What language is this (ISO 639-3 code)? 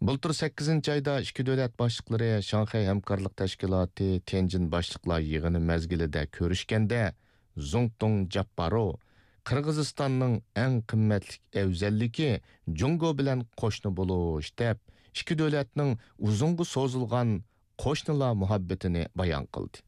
uig